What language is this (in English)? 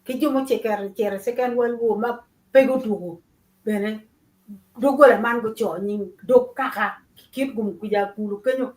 Acoli